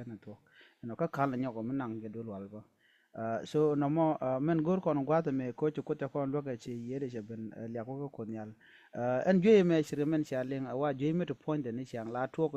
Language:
Nuer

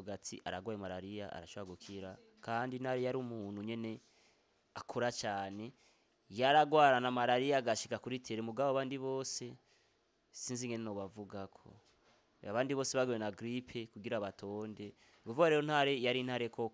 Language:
Rundi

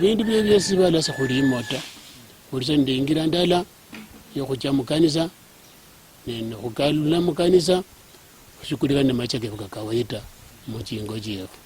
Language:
Luyia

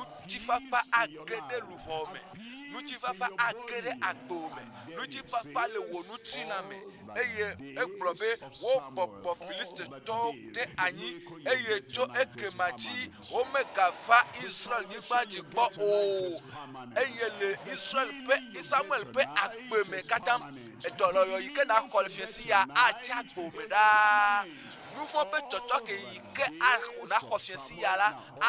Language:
Ewe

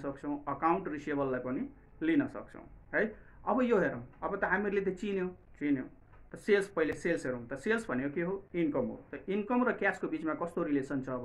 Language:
Nepali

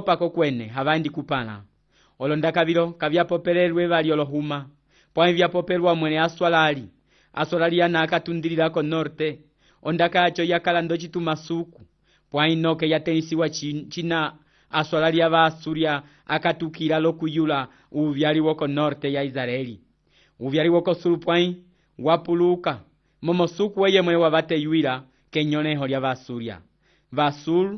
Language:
Umbundu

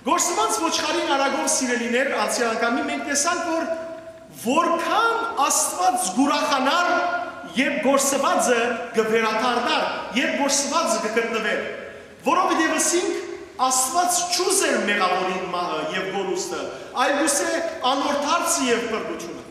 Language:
Western Armenian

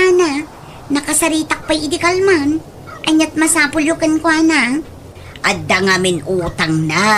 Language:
Iloko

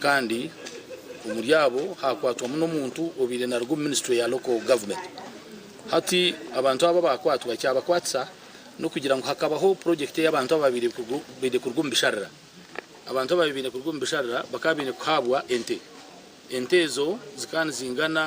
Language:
Nyankole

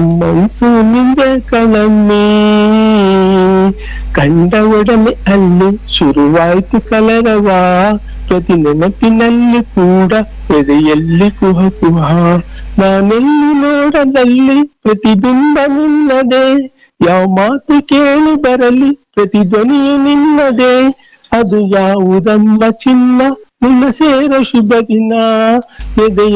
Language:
Kannada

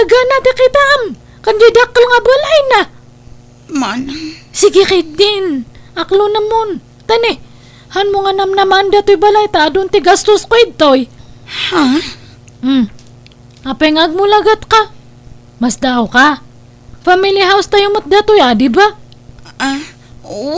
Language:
Iloko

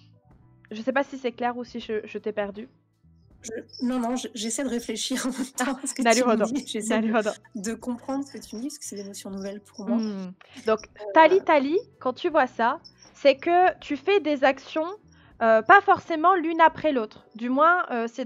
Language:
French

